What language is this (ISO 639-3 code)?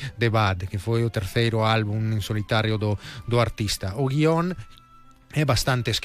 glg